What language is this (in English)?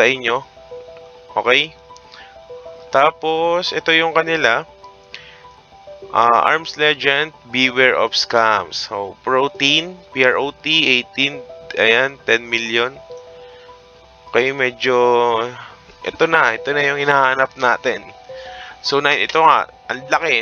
Filipino